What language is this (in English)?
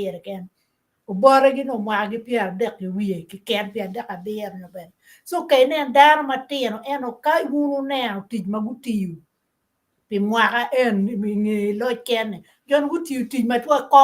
Acoli